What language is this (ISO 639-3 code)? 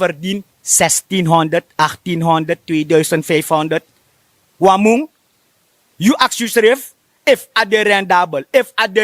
srn